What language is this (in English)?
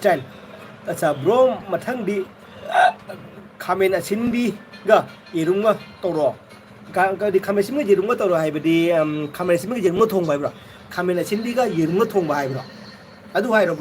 Manipuri